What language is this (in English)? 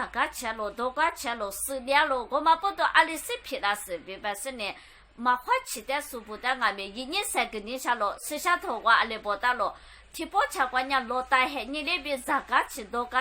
Lisu